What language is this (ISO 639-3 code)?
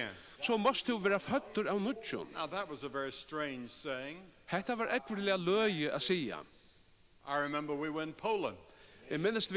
fao